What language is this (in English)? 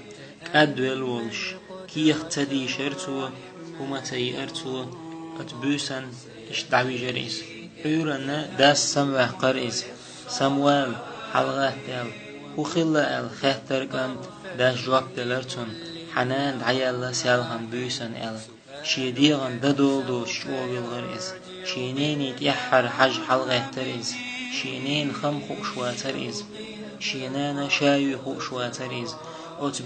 Chechen